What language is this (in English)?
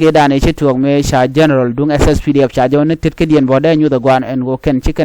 Nuer